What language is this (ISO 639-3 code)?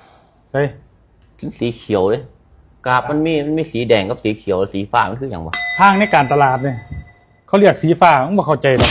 tts